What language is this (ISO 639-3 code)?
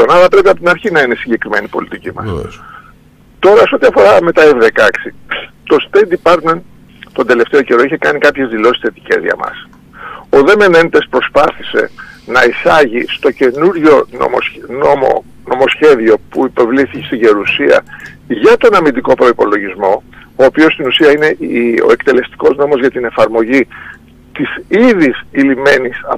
ell